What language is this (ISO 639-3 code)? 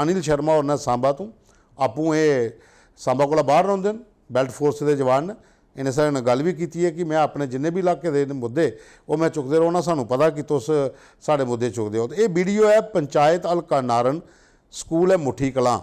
doi